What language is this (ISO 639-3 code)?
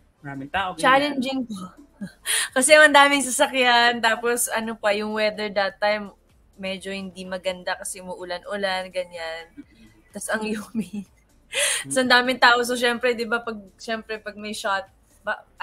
fil